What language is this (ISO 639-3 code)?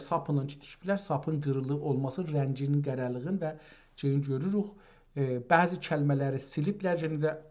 azb